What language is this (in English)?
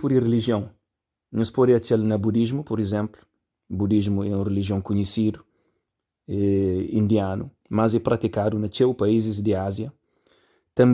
Kabuverdianu